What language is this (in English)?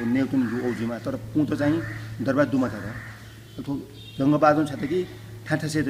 Newari